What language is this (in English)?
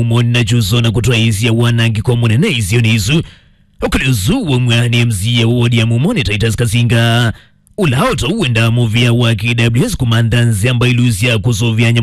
Kamba